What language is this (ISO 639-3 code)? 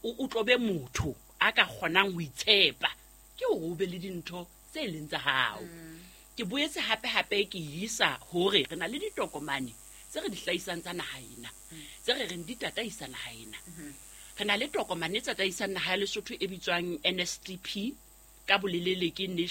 sot